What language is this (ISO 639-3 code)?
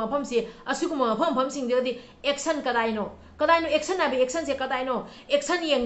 mni